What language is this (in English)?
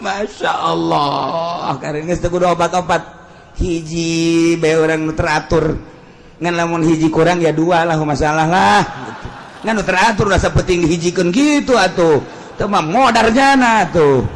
Sundanese